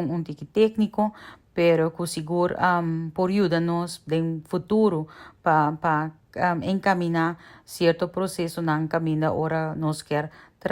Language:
Papiamento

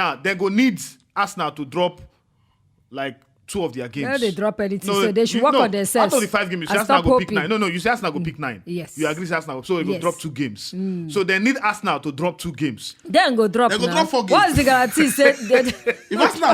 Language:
Nigerian Pidgin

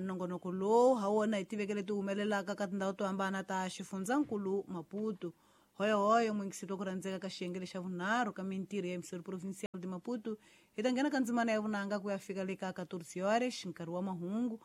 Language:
Tsonga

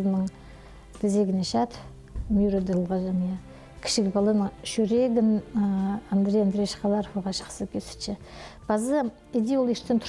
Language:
Khakas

